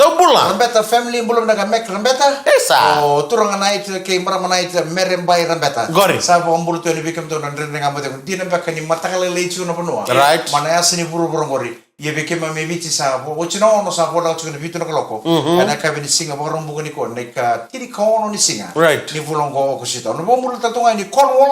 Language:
Fijian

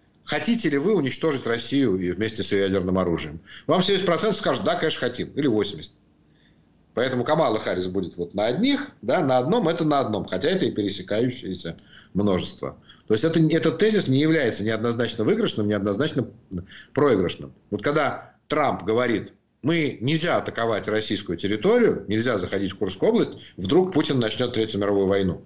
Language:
Russian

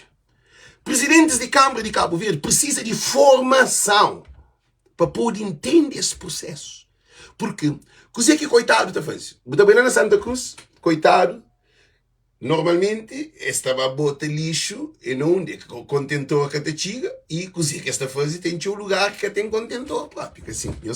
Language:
Kabuverdianu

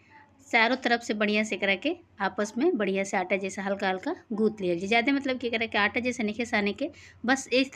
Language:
Bhojpuri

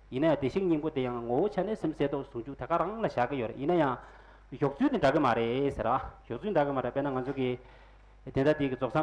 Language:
Tibetan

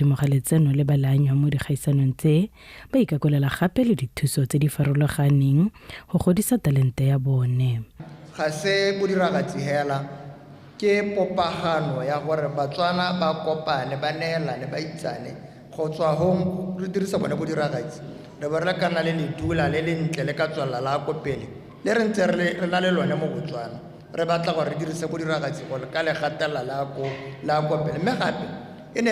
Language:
Tswana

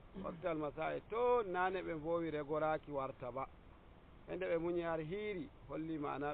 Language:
Nigerian Fulfulde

